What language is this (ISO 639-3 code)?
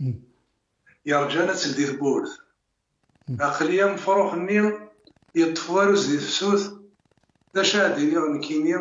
kab